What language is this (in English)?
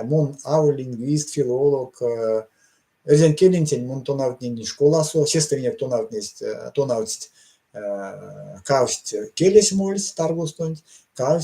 Erzya